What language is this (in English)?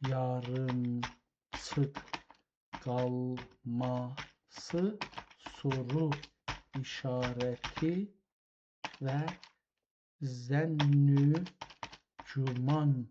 South Azerbaijani